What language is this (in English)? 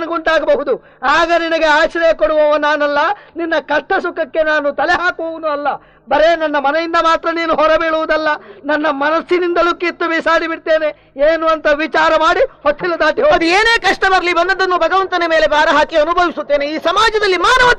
Kannada